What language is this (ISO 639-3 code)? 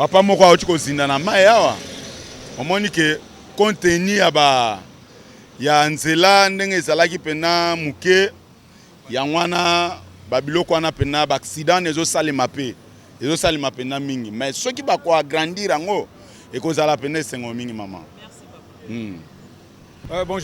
lin